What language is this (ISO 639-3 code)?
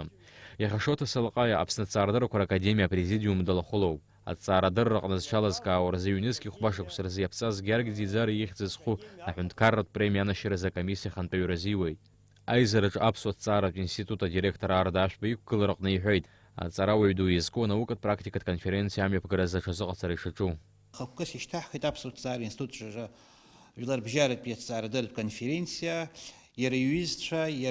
abk